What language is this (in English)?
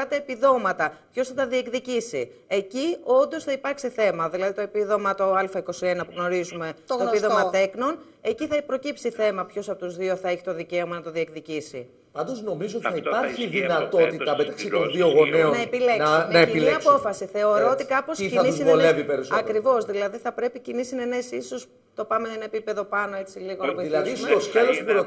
Greek